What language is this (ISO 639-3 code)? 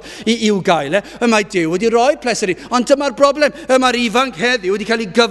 cym